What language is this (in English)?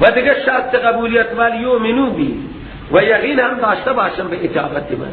Persian